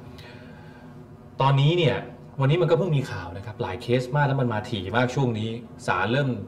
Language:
Thai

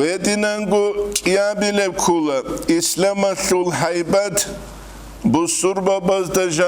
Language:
Avaric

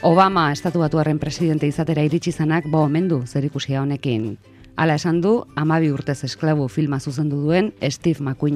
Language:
Basque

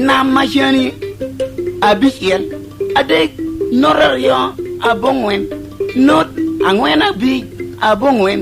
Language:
Lango (Uganda)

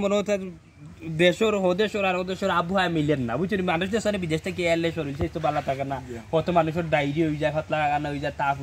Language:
Sylheti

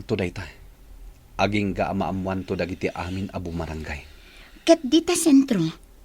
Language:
Iloko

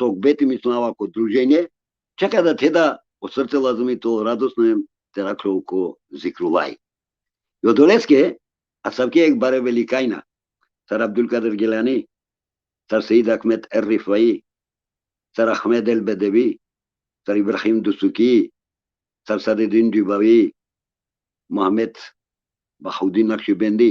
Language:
Balkan Romani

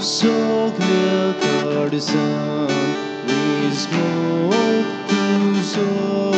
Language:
Konkani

